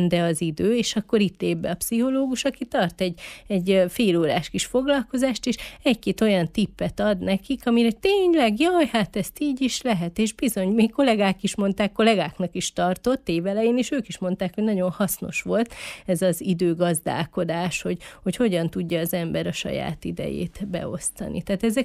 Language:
Hungarian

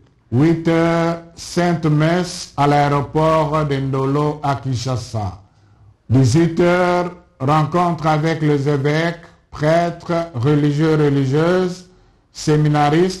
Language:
French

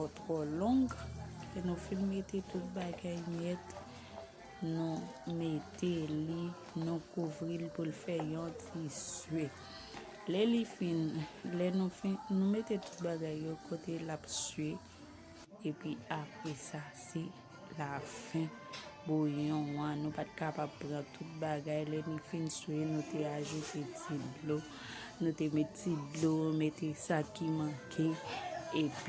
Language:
Haitian Creole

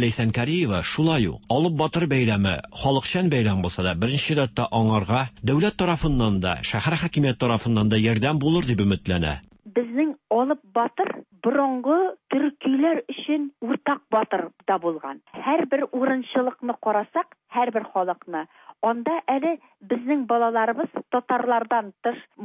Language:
Tatar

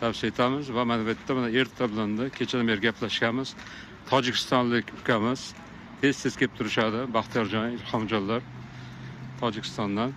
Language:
Uzbek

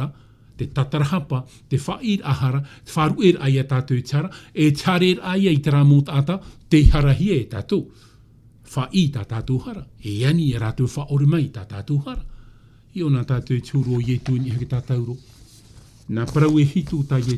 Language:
Tahitian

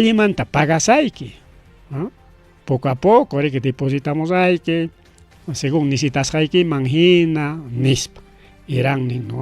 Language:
Ayacucho Quechua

